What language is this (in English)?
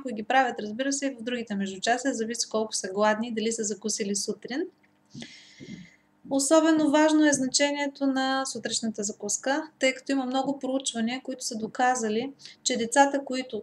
Bulgarian